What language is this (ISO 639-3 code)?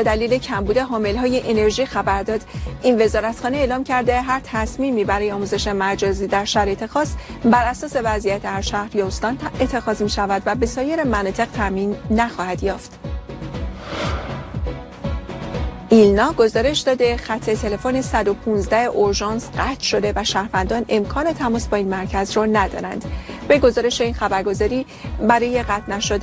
fas